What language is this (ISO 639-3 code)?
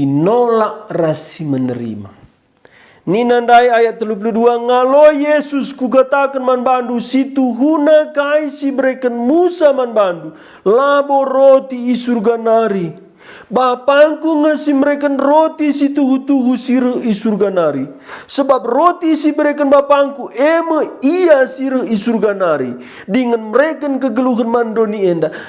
btx